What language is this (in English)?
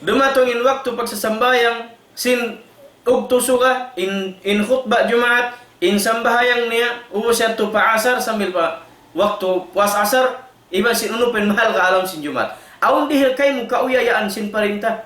Tausug